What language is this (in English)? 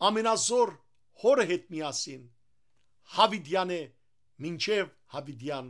Western Armenian